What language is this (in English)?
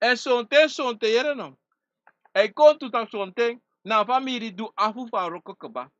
Sranan Tongo